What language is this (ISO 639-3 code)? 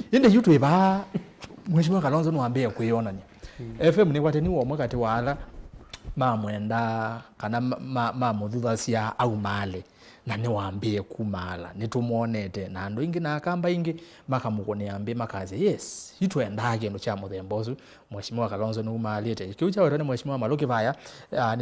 kam